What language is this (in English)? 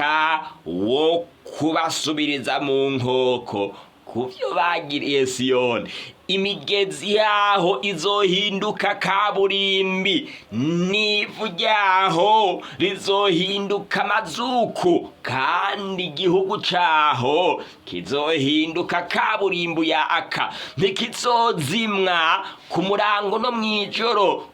Rundi